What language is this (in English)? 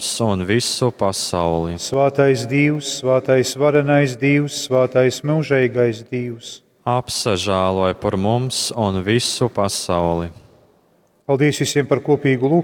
Latgalian